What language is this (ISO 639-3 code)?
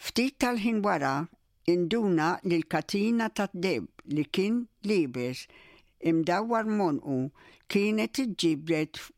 mlt